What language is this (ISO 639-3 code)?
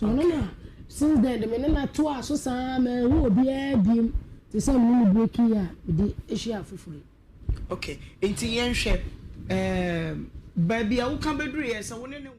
aka